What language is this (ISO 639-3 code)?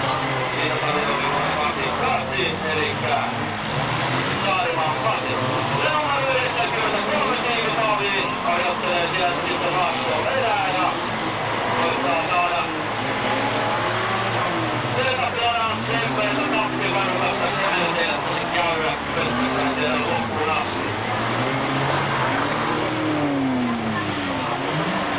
fin